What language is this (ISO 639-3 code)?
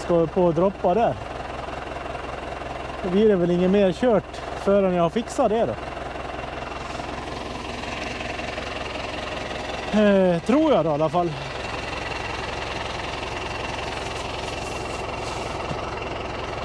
swe